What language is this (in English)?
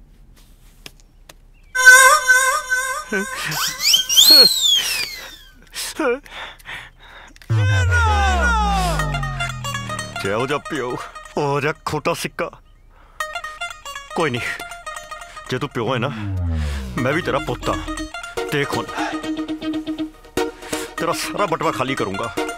Punjabi